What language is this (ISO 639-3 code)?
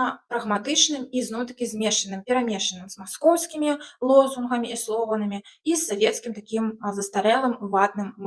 bel